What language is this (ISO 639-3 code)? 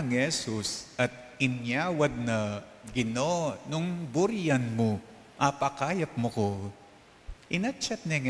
pam